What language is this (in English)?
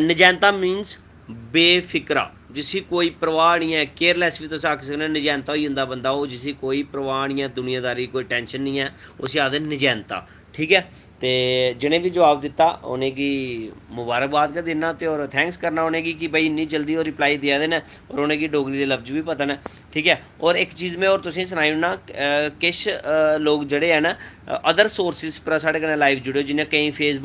Dogri